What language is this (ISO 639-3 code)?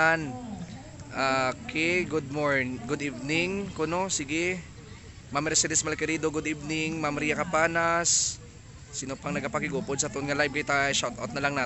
hil